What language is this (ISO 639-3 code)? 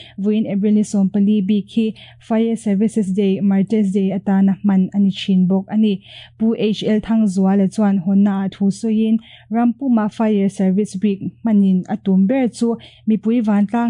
lus